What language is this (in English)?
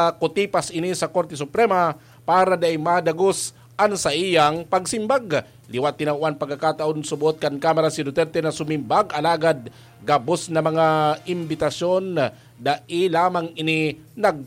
Bikol